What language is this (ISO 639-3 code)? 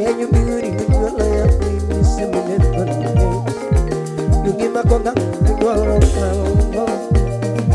luo